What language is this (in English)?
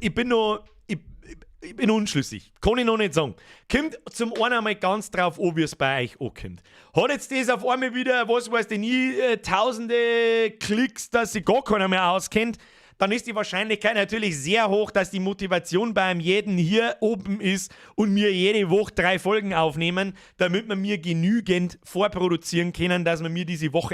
Bavarian